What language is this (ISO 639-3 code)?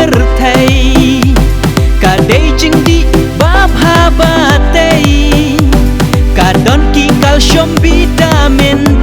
kha